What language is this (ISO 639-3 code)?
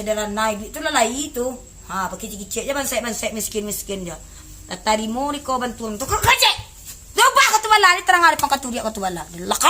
min